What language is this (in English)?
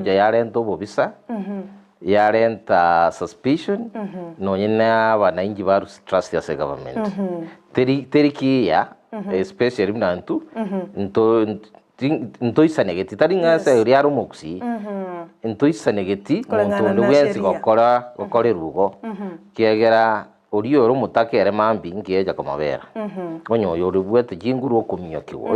Gusii